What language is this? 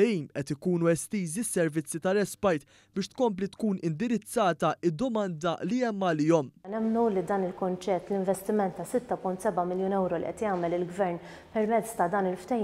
Maltese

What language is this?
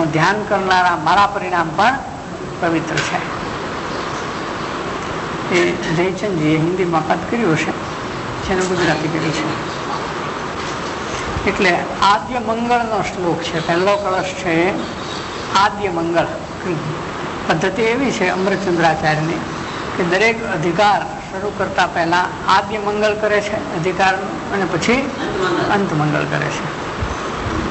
Gujarati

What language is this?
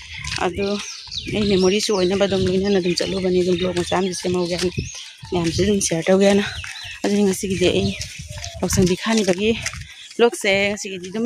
Manipuri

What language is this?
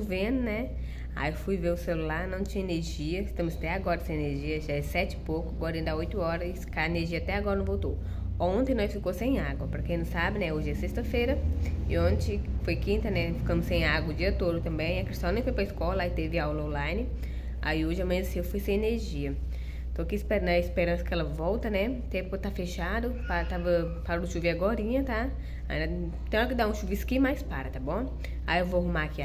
Portuguese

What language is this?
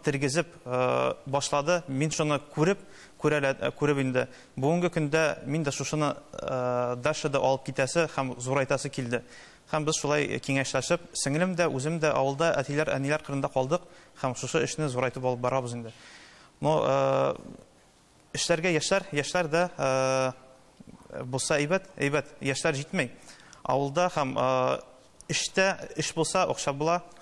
Tatar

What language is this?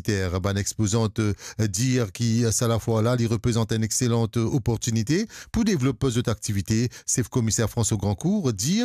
Morisyen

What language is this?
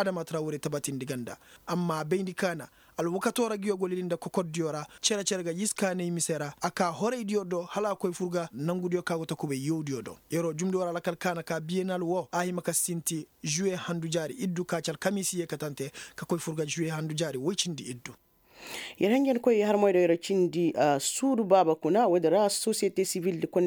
Koyraboro Senni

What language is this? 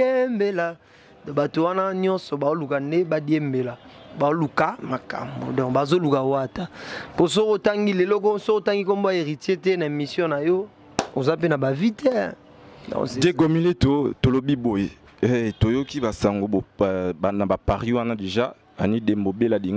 Lingala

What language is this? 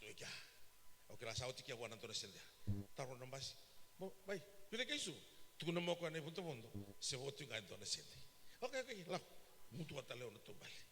Fijian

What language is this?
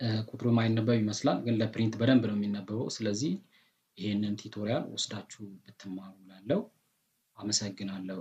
Amharic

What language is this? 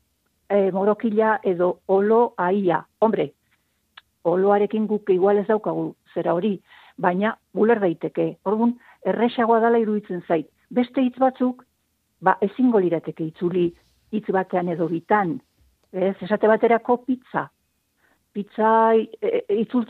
Basque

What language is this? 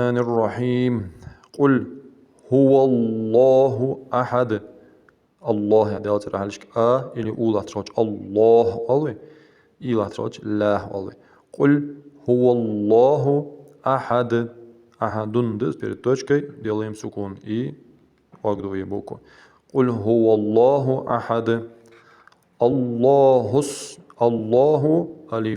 Ingush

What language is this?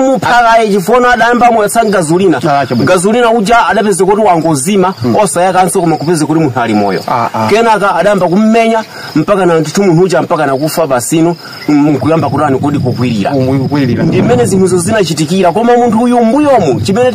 Nyanja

